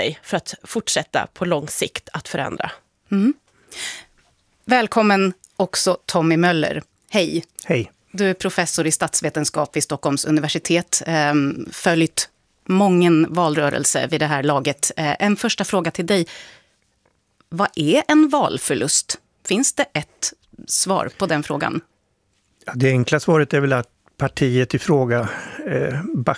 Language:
Swedish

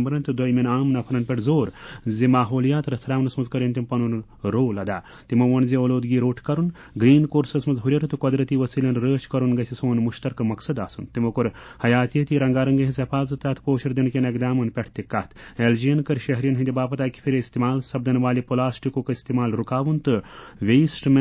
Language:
Kashmiri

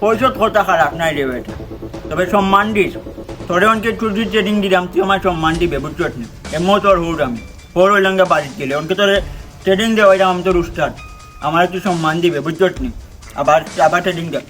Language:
Sylheti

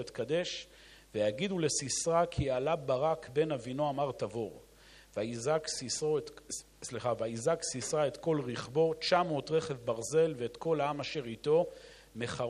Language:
Hebrew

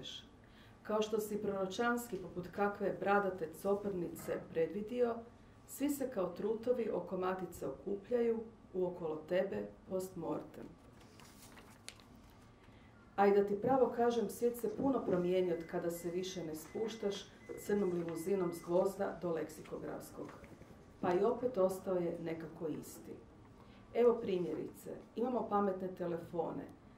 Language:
Croatian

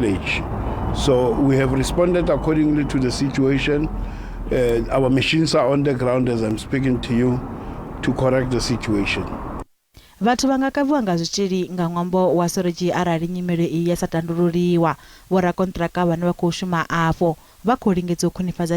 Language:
Venda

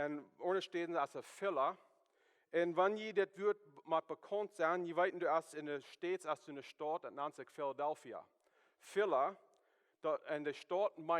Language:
Plautdietsch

